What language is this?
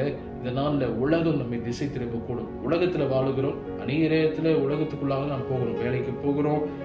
Tamil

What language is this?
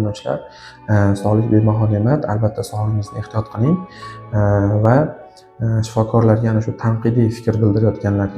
Uzbek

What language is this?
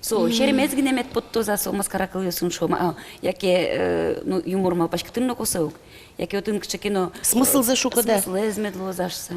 Udmurt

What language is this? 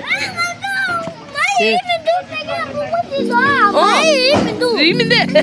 Tibetan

